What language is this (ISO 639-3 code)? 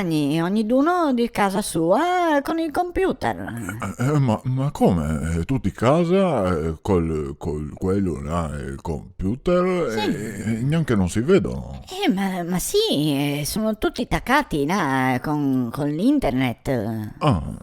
vec